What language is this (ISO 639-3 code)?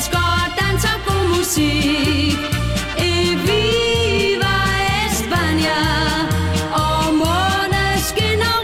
dan